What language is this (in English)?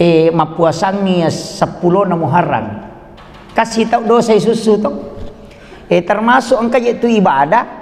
Buginese